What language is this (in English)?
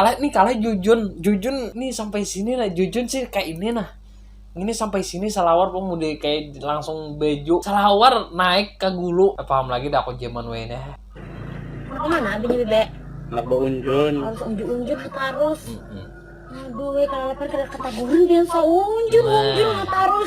Banjar